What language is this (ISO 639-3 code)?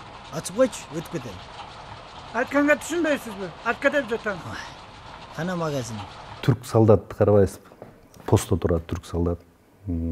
kir